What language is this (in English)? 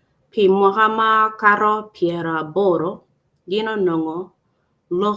Acoli